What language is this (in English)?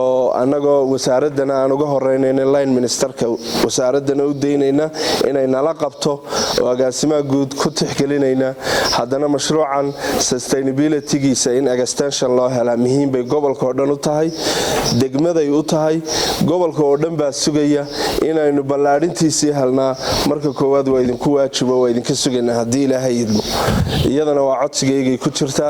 Somali